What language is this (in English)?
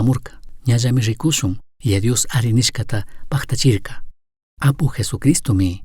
Chimborazo Highland Quichua